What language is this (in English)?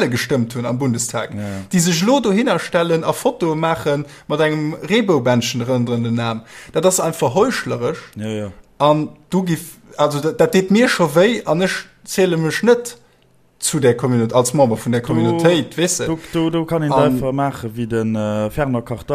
Luxembourgish